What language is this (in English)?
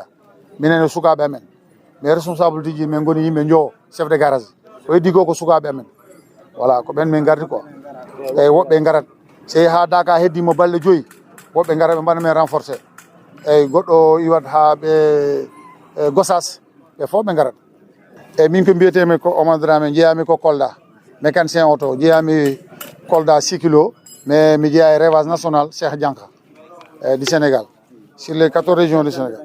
Fula